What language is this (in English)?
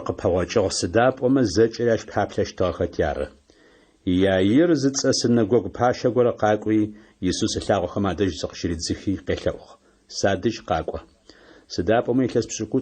Adyghe